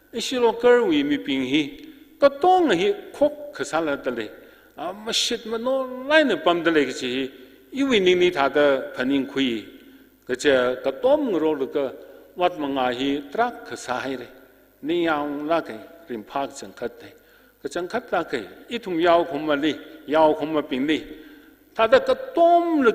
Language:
Tangkhul Naga (India)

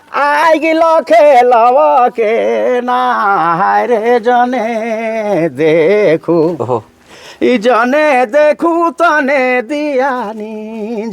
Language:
Sadri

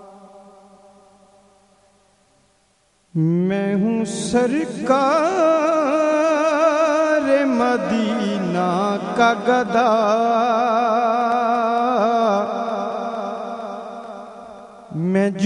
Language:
Urdu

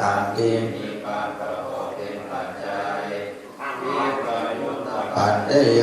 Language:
Pali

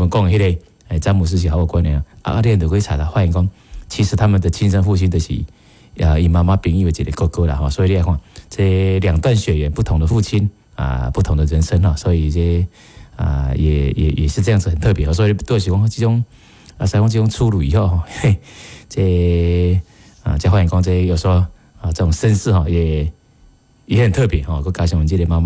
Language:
Min Nan Chinese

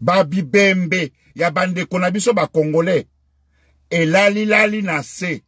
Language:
Lingala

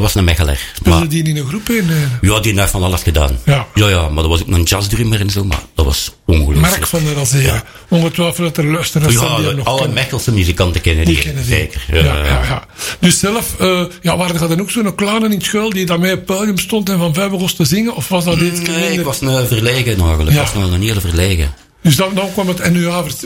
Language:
Dutch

